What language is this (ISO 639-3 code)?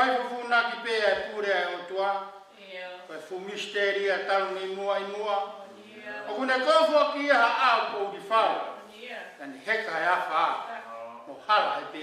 ton